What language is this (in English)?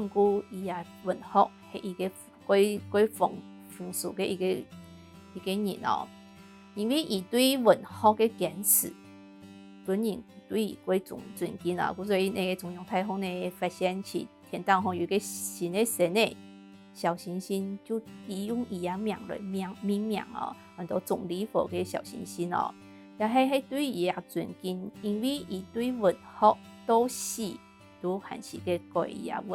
Hakka Chinese